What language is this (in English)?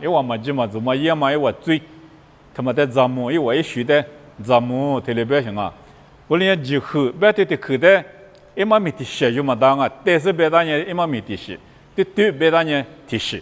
Lisu